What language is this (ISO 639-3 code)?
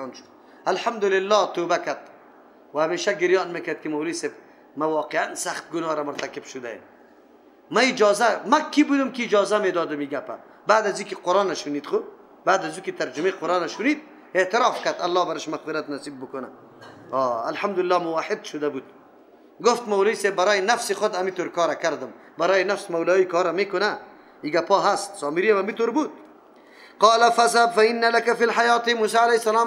fas